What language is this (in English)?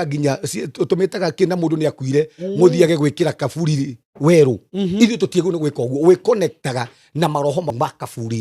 Kikuyu